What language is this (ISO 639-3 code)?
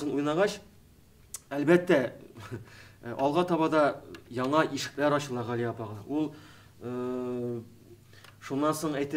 tat